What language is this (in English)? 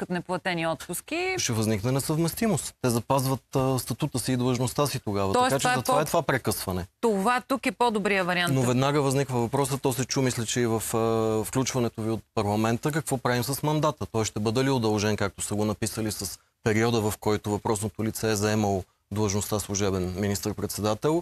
Bulgarian